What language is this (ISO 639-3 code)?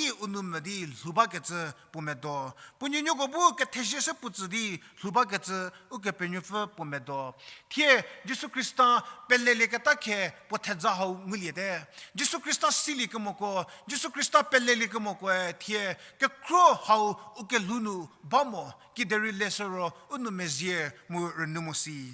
njm